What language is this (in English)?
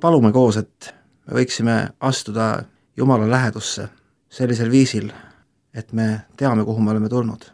Estonian